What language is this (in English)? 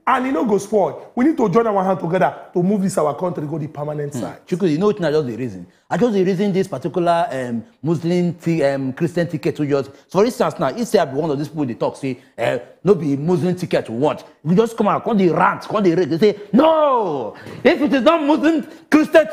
Nigerian Pidgin